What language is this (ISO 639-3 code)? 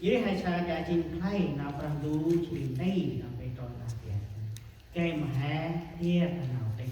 cmo